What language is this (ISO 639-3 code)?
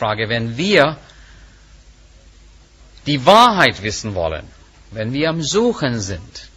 deu